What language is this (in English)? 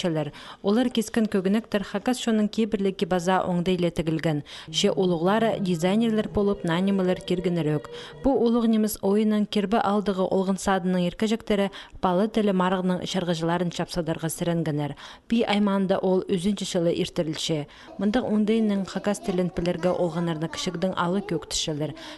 Khakas